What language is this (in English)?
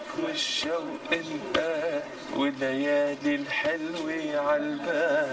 North Levantine Arabic